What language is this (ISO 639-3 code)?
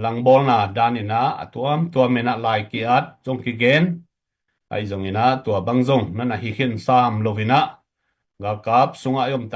ctd